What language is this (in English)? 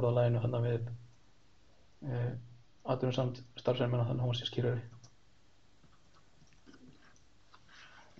Icelandic